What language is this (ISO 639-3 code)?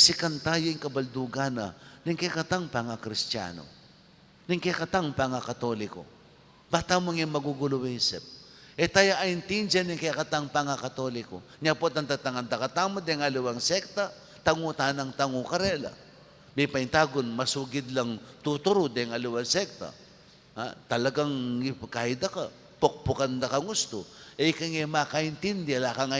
pam